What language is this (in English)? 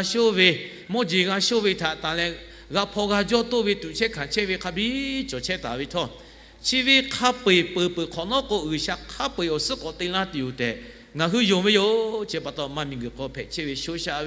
Lahu